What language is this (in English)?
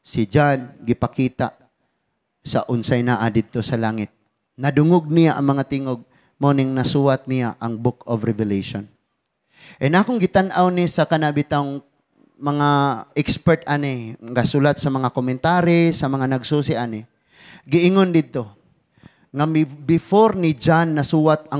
Cebuano